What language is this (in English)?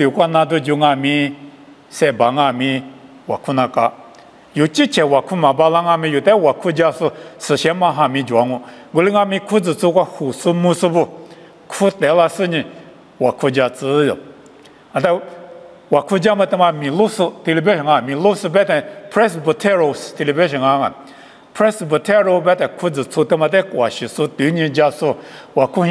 Lisu